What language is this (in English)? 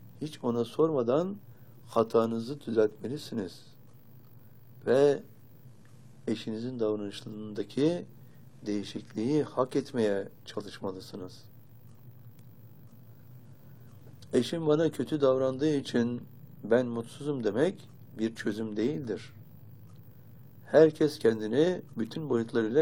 Turkish